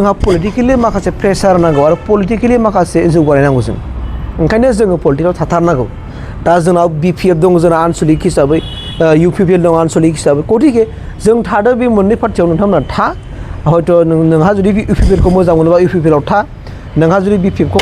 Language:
Bodo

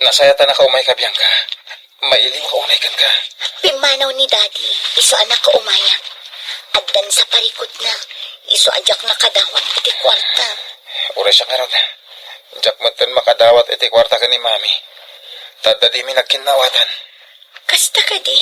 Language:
Iloko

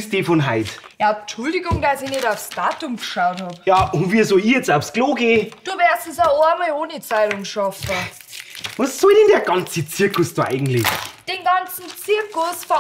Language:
Bavarian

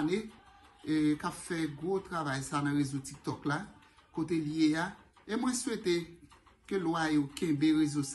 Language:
Haitian Creole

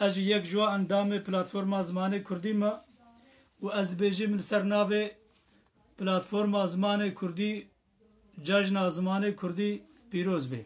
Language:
Kurdish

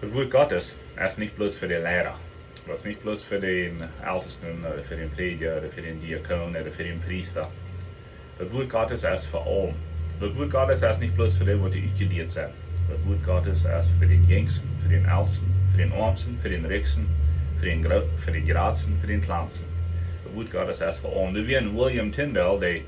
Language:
Plautdietsch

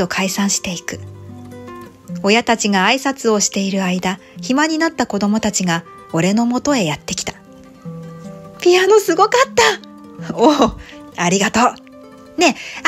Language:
Japanese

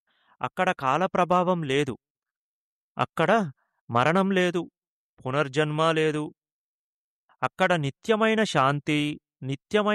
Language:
Telugu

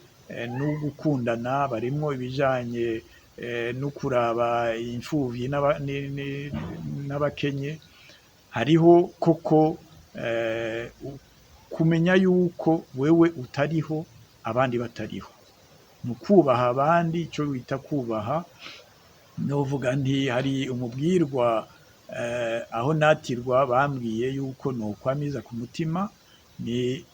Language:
Rundi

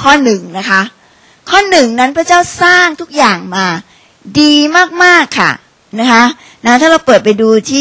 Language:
Thai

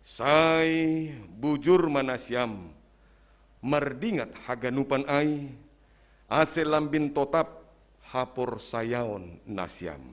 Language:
Batak Simalungun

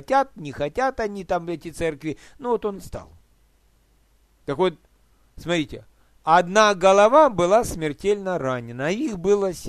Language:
Russian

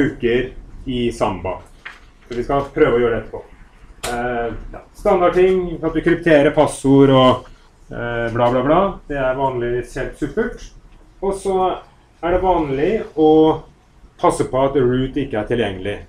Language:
Norwegian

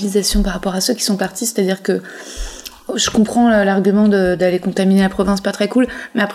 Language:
French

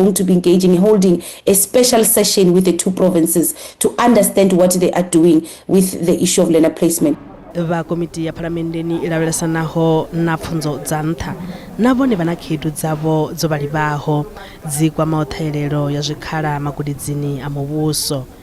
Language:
Venda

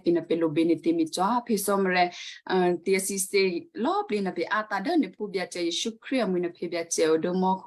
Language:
Western Kayah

